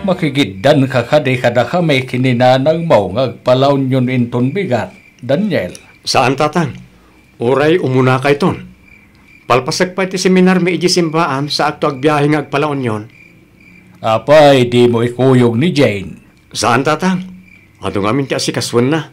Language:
Iloko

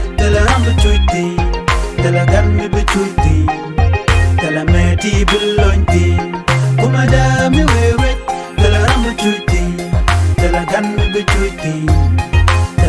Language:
Nuer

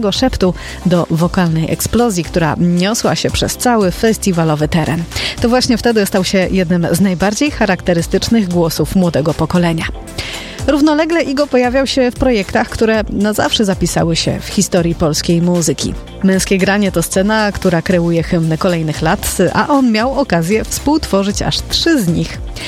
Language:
Polish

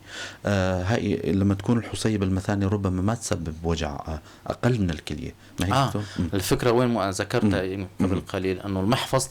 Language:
North Levantine Arabic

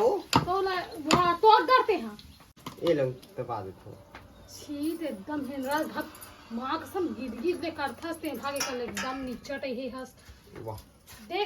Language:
Chhattisgarhi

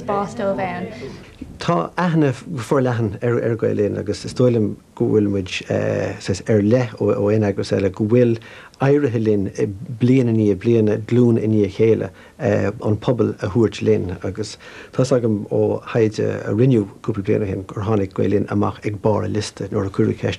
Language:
Irish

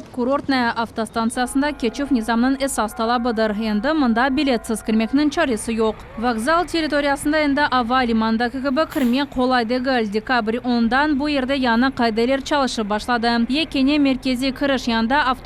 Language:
Crimean Tatar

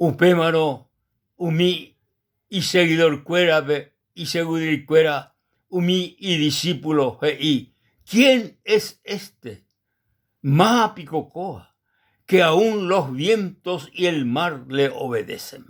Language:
Guarani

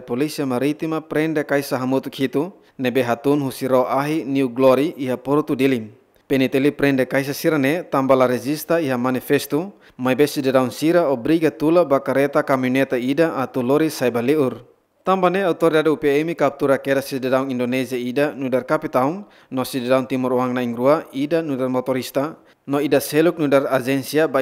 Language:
Tetum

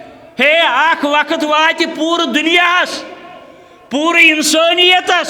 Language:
Kashmiri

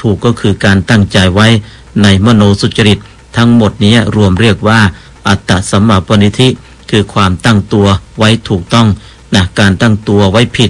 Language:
Thai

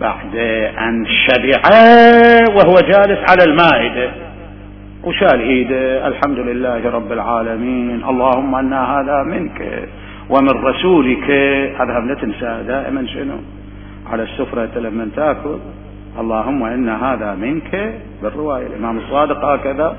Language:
Mesopotamian Arabic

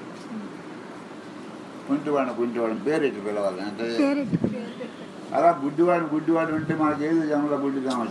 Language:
Telugu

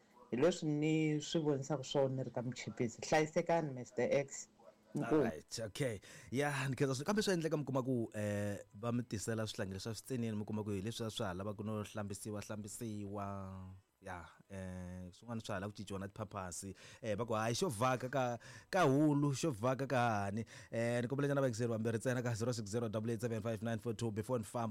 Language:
Tsonga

